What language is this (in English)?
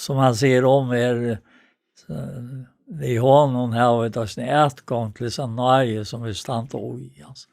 Faroese